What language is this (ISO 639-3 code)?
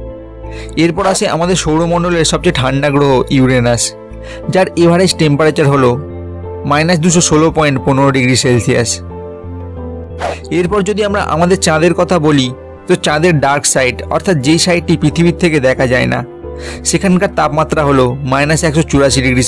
ben